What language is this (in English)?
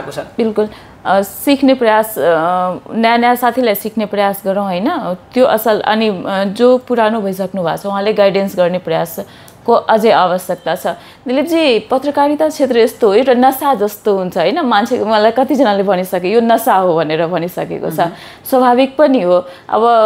Nepali